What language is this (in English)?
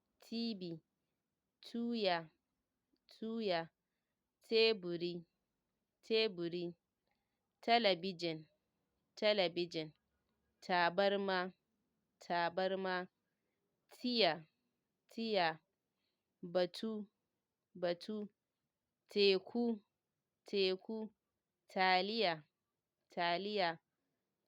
Hausa